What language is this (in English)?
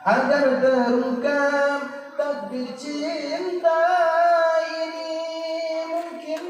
Achinese